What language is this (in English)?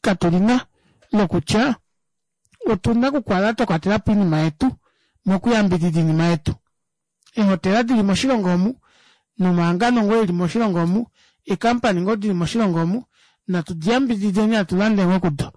Kuanyama